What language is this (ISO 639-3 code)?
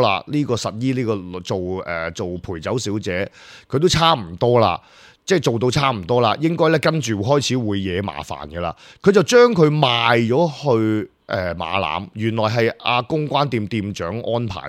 yue